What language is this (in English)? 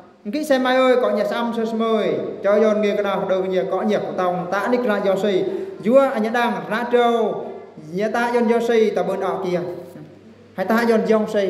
Eastern Bru